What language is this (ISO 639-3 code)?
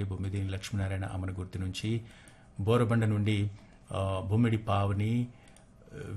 tel